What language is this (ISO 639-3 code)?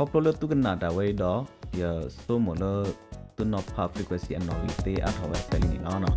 ksw